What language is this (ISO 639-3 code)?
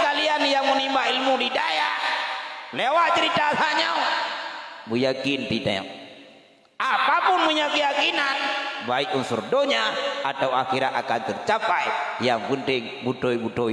ace